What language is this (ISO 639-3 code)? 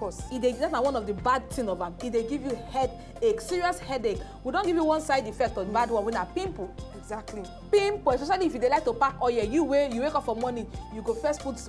pcm